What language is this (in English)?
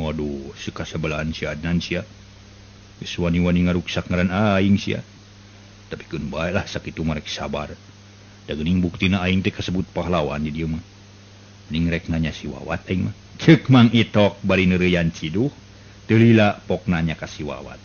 Sundanese